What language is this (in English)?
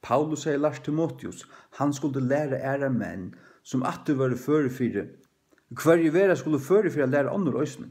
Faroese